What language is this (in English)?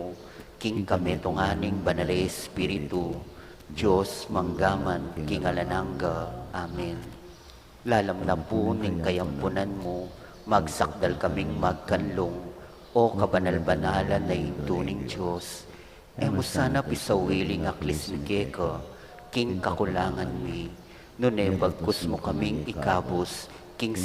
Pampanga